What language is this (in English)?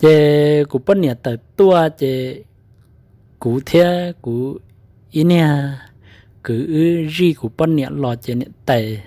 Hmong